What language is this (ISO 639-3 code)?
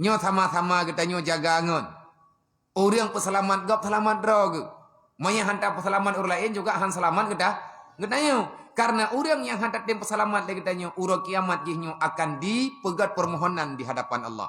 ace